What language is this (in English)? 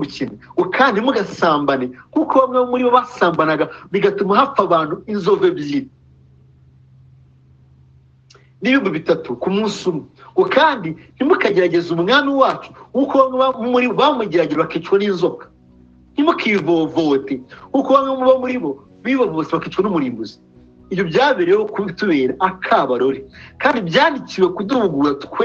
Kinyarwanda